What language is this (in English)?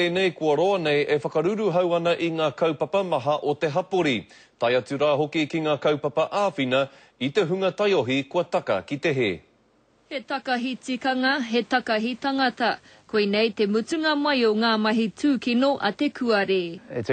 Māori